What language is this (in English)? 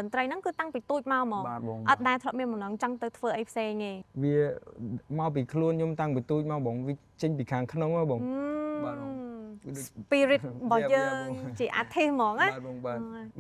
Khmer